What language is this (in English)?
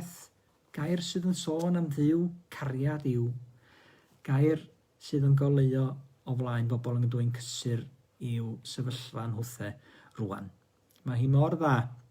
Welsh